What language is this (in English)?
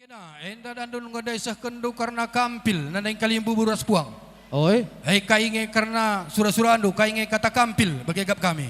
Batak Karo